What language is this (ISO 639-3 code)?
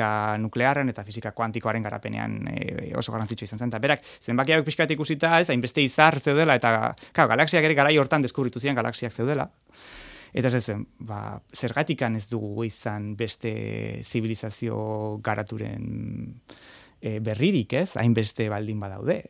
eus